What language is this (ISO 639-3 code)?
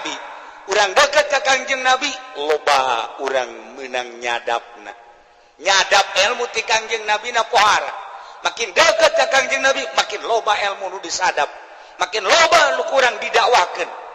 sun